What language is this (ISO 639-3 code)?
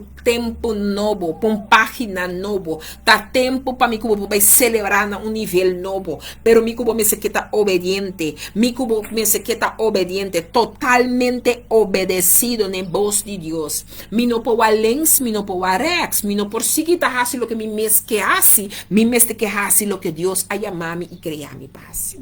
pap